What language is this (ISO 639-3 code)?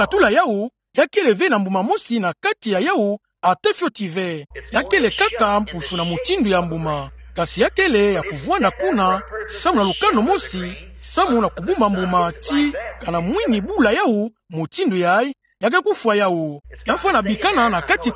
ktu